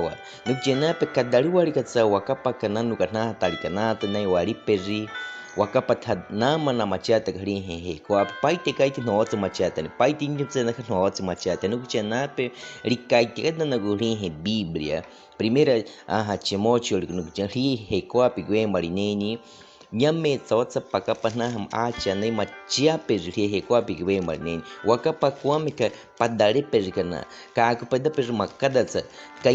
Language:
Baniwa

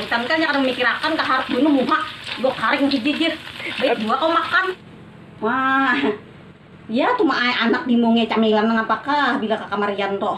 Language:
Banjar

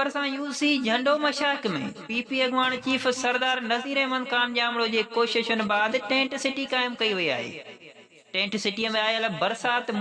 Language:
Sindhi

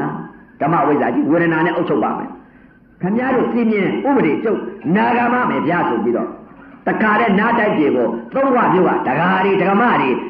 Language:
Burmese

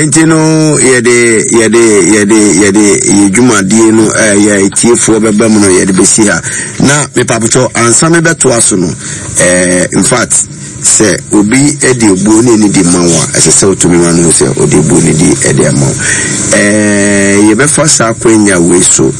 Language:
Akan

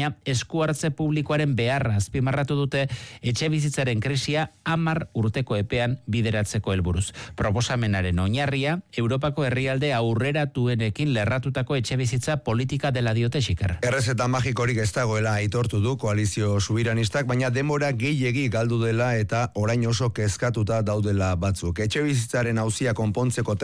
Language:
Basque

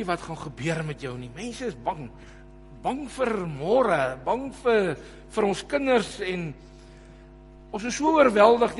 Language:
Afrikaans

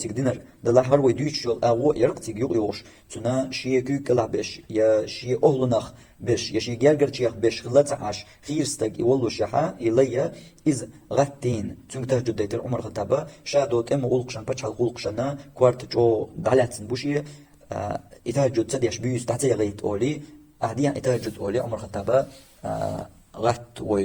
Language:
Chechen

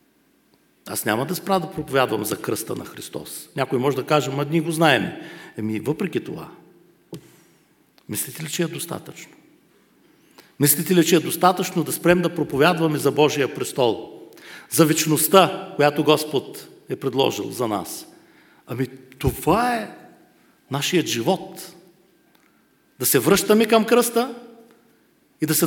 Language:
Bulgarian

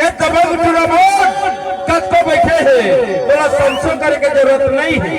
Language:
Chhattisgarhi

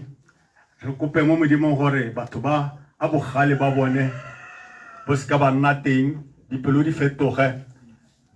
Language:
Tswana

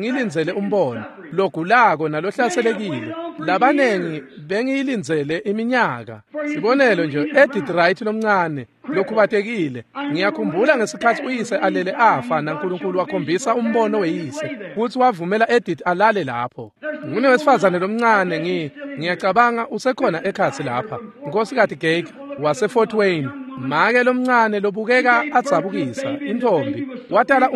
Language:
Swati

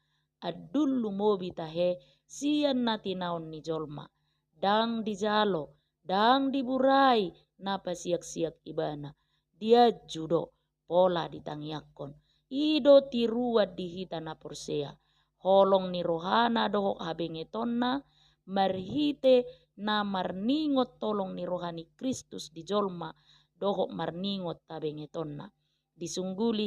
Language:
Batak Toba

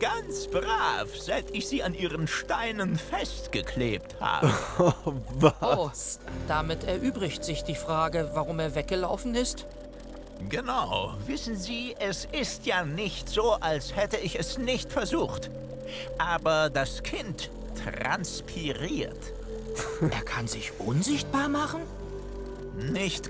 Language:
Swiss German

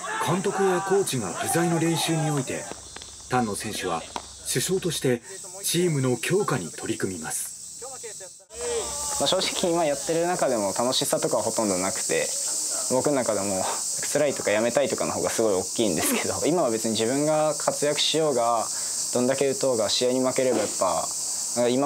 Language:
Japanese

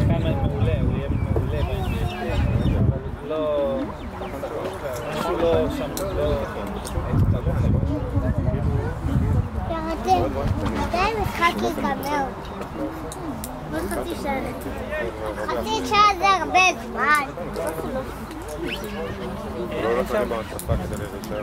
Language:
Hebrew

